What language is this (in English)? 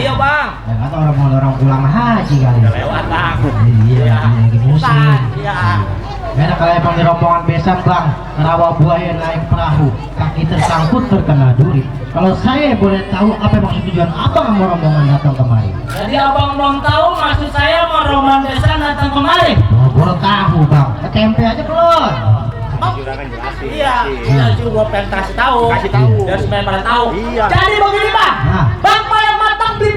Betawi